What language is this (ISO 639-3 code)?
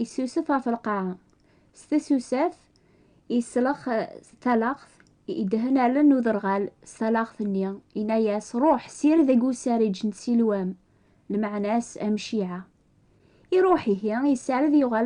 kab